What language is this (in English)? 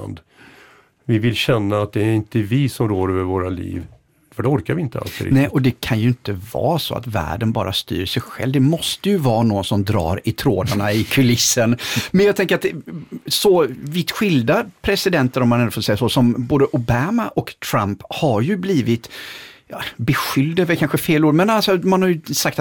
Swedish